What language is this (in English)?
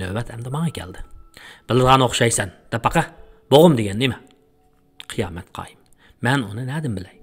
Uyghur